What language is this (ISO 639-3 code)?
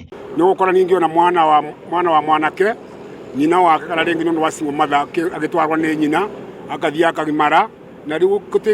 kik